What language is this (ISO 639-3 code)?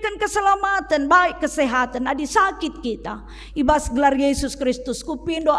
btx